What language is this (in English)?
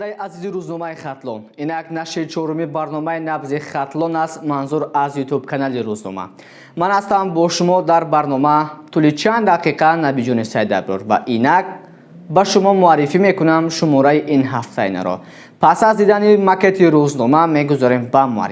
Tajik